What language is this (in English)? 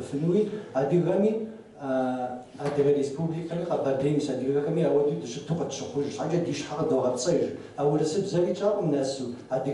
Kabardian